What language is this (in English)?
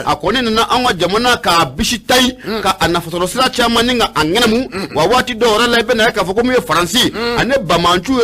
Bambara